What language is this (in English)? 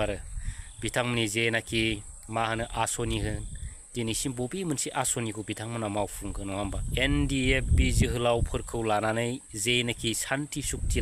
Bodo